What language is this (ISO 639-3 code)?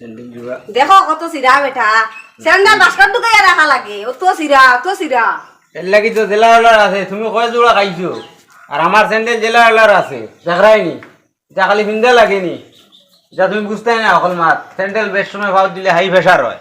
syl